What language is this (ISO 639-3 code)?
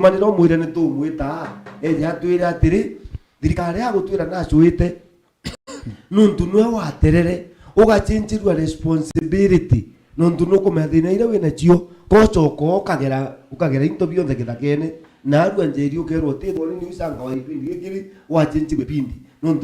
mer